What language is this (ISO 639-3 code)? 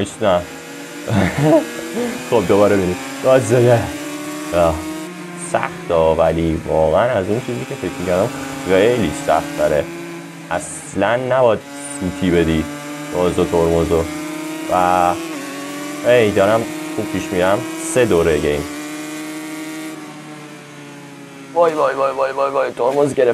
fas